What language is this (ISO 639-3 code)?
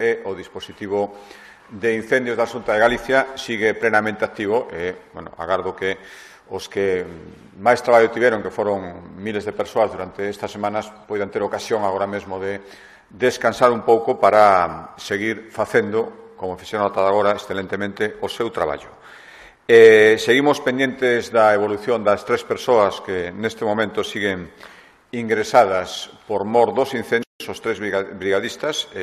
glg